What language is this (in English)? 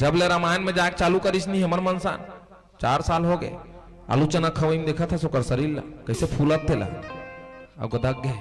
Chhattisgarhi